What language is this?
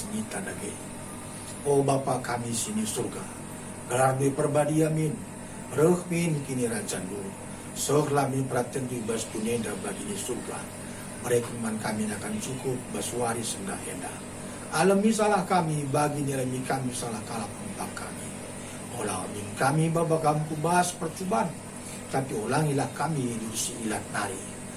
Batak Karo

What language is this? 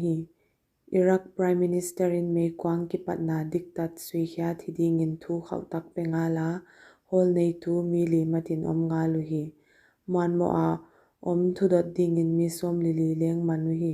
Paite Chin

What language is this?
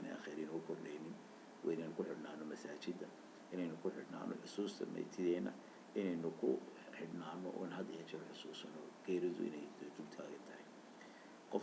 Somali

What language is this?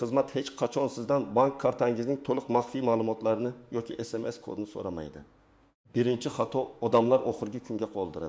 Uzbek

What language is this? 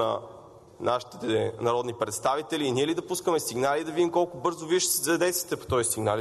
Bulgarian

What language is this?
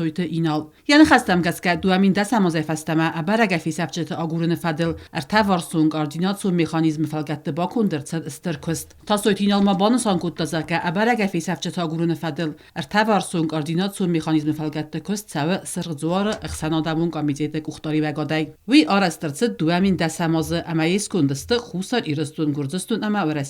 Ossetic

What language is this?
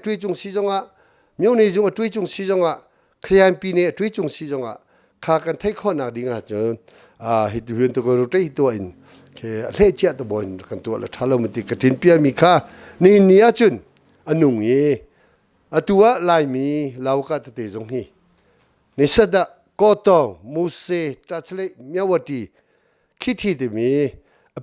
Hakha Chin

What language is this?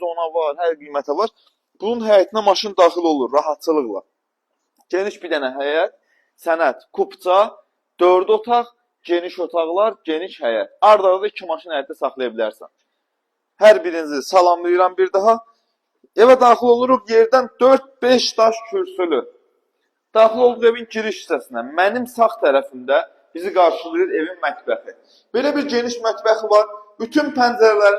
Azerbaijani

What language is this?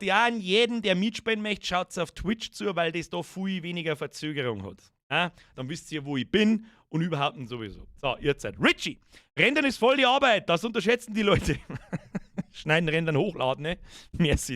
Bavarian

